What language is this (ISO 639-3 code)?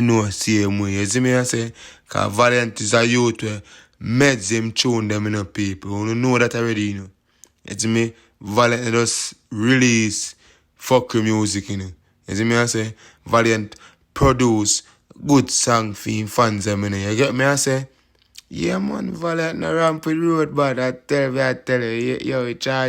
jam